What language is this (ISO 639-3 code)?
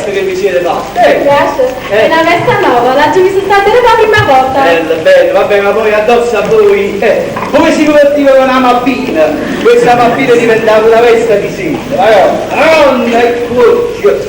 nap